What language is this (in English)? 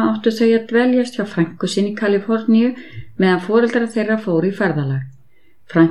Icelandic